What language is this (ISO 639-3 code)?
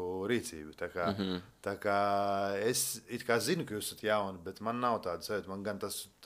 lav